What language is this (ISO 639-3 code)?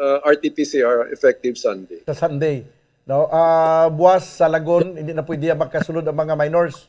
hil